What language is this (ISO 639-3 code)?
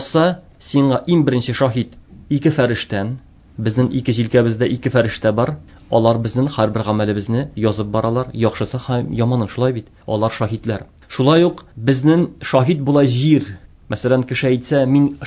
tat